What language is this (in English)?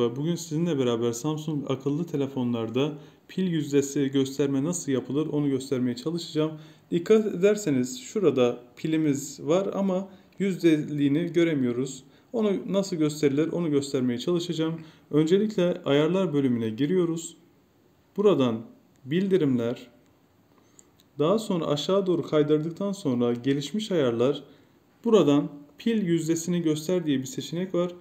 Turkish